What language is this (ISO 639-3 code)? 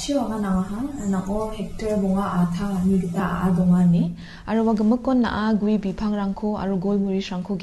grt